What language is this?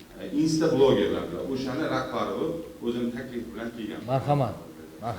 Uzbek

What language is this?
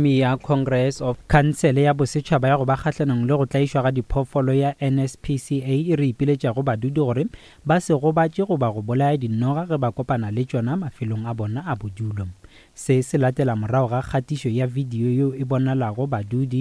Northern Sotho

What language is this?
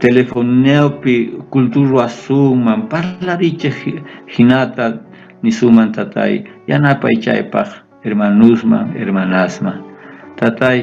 South Bolivian Quechua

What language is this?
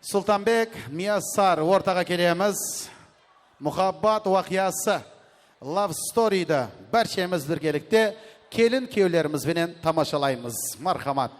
Kara-Kalpak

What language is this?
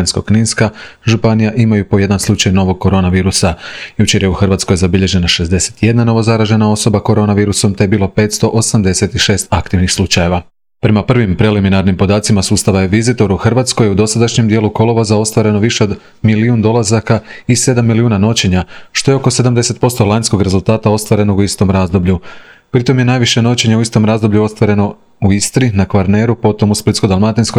Croatian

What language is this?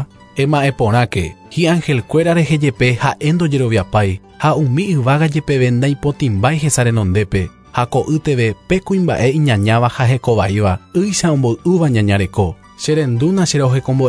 Guarani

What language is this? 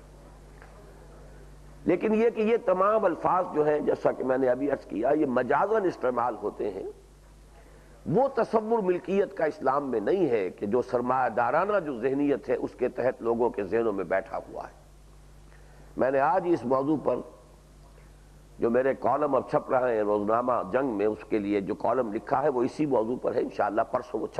Urdu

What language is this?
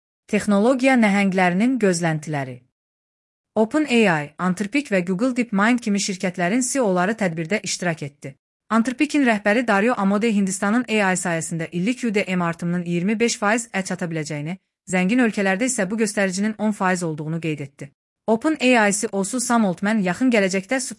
Azerbaijani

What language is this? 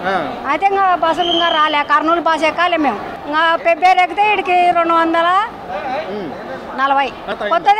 Telugu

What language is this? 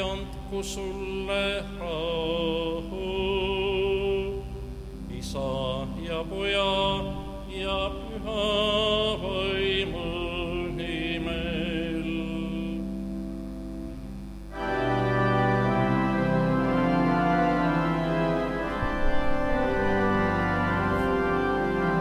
Estonian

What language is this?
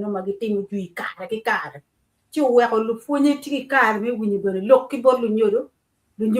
Acoli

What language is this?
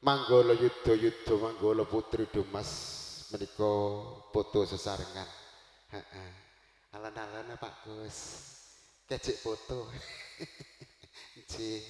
Javanese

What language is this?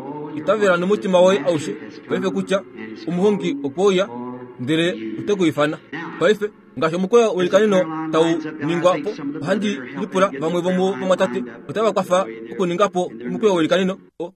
Kuanyama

